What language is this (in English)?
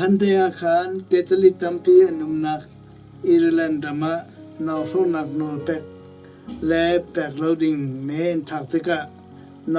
Hakha Chin